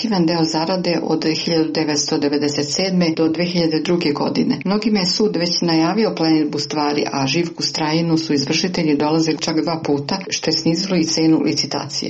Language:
Serbian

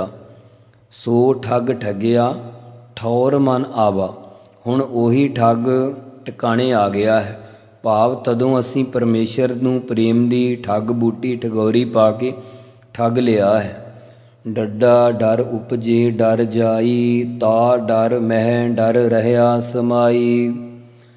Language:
Punjabi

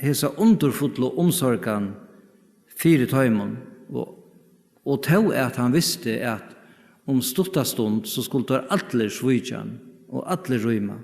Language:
Faroese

